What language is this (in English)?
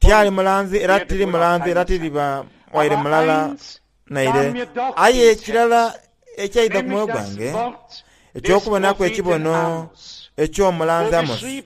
Soga